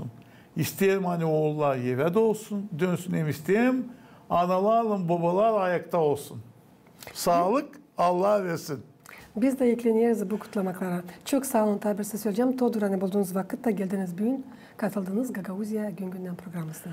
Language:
Gagauz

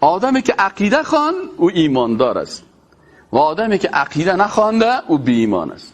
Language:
Persian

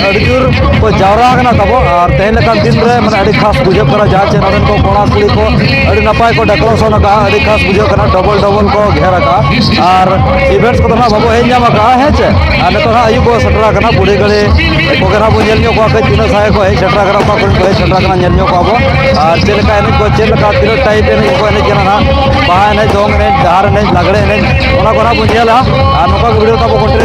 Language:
Santali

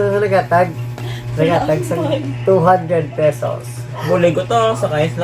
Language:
Hiligaynon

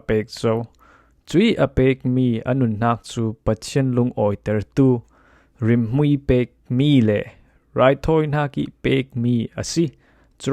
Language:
Falam Chin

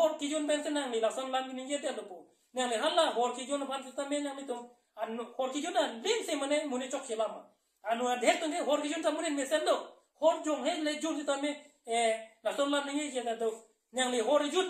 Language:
Karbi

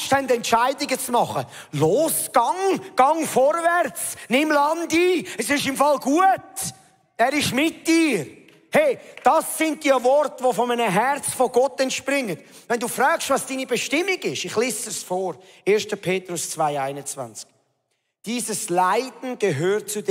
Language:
Swiss German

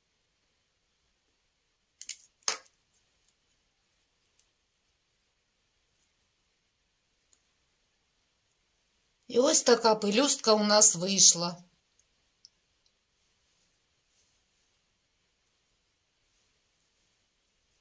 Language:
Ukrainian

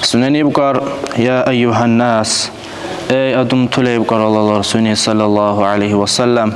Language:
Dargwa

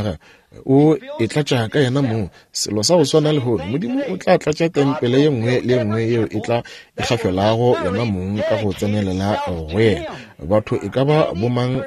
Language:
Northern Sotho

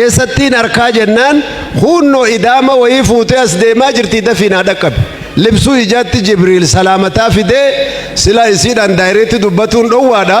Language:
Oromo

